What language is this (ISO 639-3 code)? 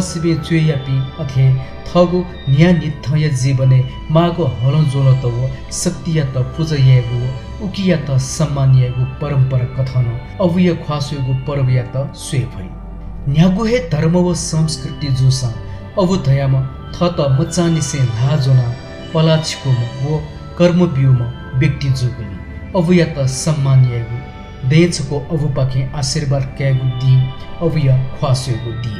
new